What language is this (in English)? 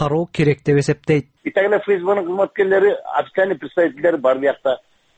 Kyrgyz